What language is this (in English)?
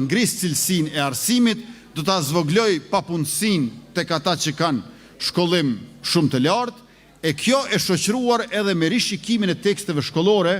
Albanian